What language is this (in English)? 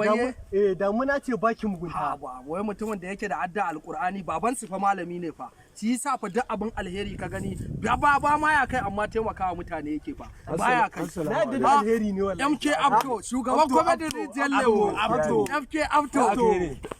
Hausa